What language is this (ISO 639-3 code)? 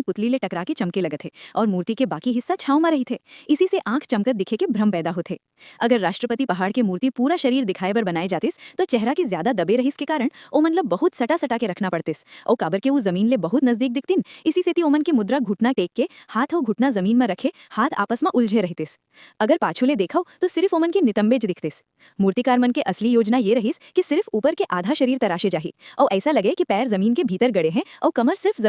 hne